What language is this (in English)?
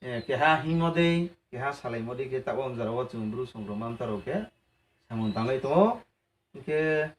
Riang (India)